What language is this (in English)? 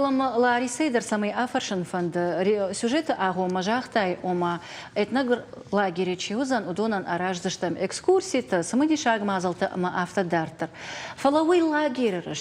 Ossetic